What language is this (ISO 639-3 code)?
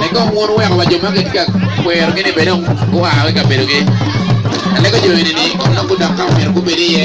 ach